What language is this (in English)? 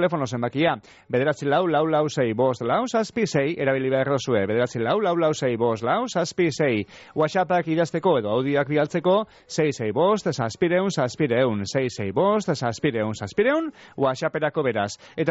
Basque